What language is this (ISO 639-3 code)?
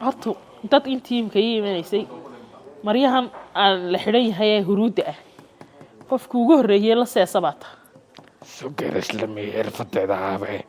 som